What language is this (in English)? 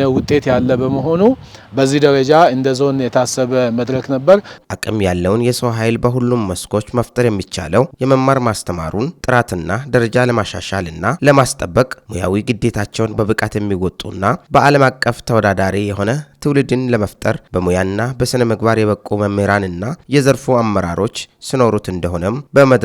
Amharic